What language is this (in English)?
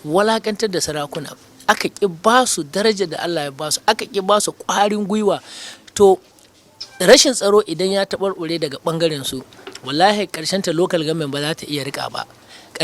Hausa